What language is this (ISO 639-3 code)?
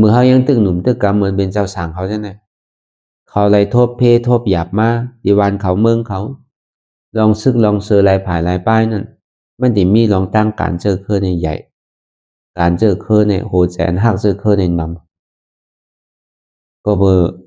shn